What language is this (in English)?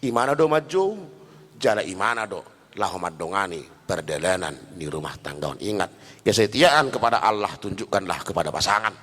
Batak Toba